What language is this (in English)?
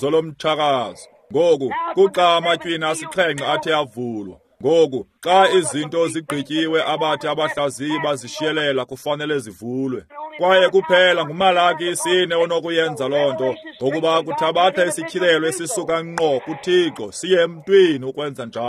Xhosa